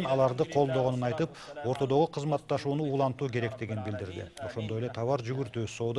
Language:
Kyrgyz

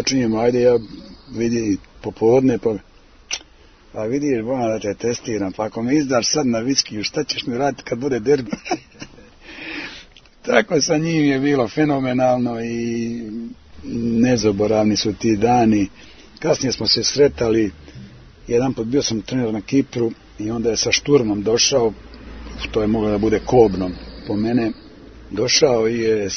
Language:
Serbian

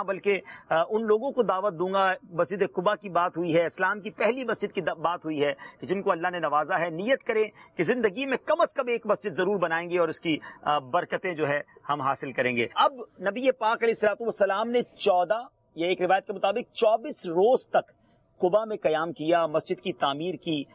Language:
Urdu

